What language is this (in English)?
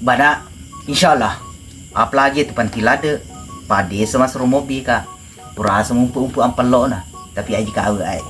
Buginese